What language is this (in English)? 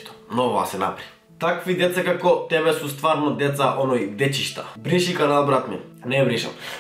Macedonian